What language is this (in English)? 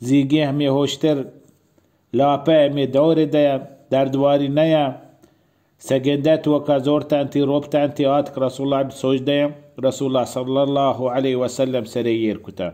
Baluchi